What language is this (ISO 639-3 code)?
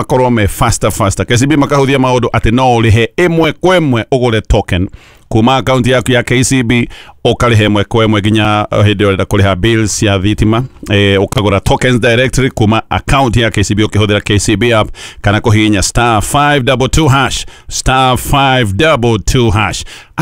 kik